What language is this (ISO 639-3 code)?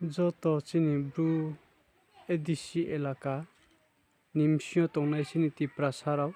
ria